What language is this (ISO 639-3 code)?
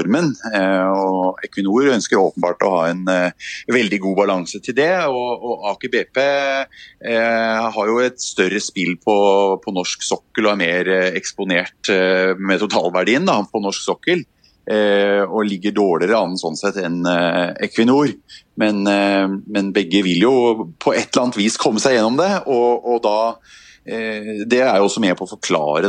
nor